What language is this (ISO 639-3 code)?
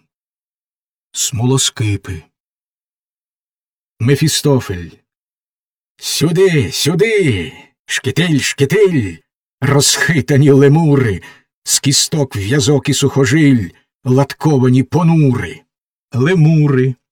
ukr